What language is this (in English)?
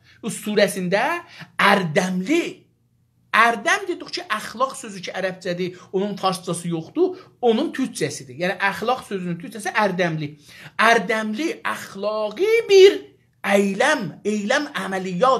South Azerbaijani